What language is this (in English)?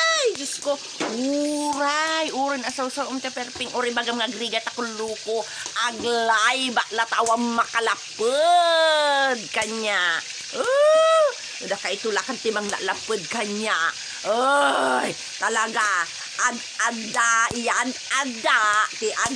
Iloko